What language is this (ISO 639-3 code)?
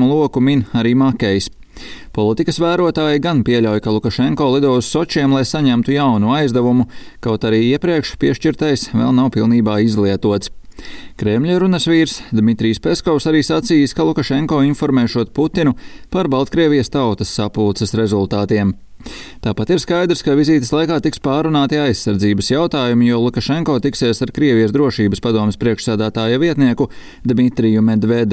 lav